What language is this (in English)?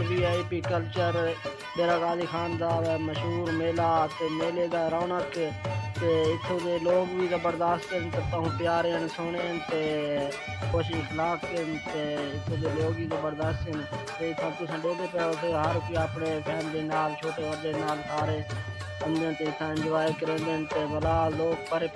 Saraiki